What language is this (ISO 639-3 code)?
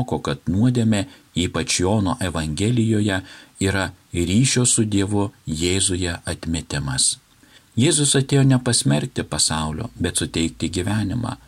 lit